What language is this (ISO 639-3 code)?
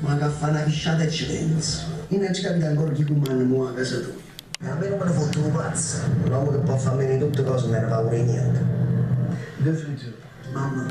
nap